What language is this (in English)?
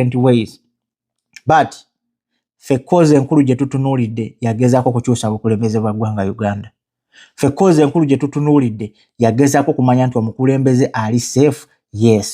Ganda